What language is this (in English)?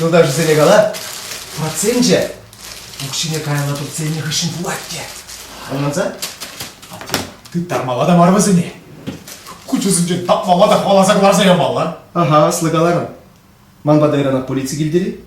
Chuvash